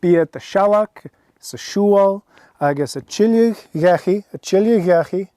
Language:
Scottish Gaelic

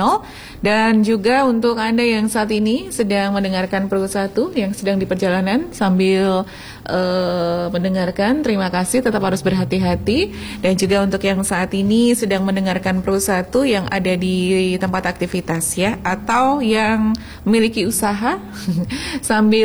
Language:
Indonesian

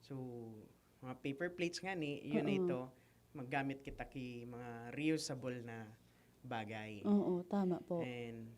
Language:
Bikol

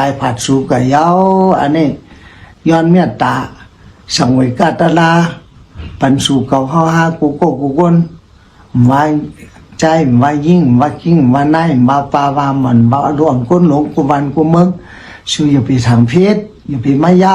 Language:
Shan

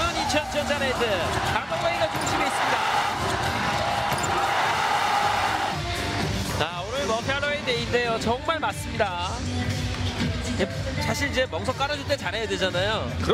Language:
Korean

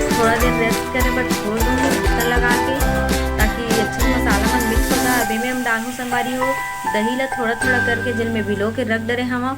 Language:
Chhattisgarhi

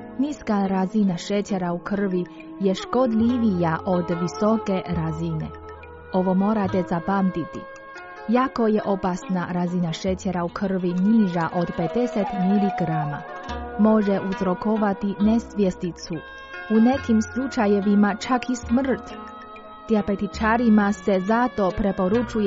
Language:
Croatian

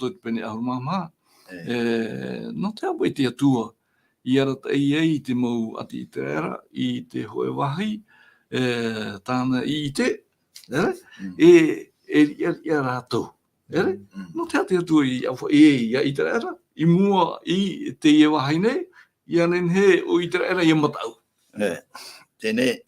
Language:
Tahitian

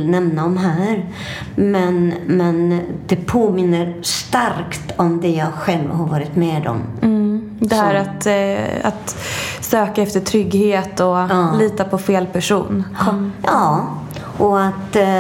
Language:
Swedish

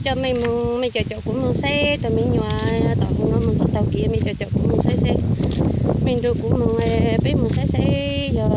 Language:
Hmong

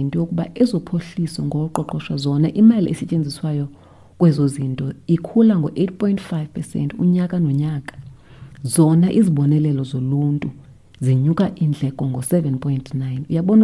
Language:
Xhosa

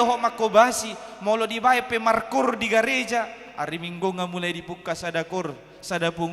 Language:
Batak Toba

